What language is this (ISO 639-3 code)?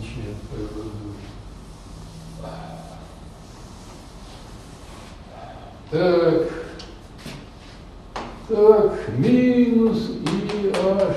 rus